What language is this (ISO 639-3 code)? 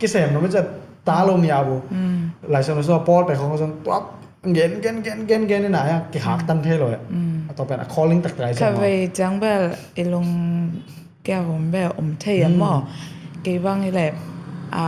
ctd